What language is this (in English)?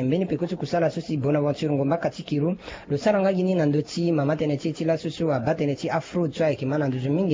Sango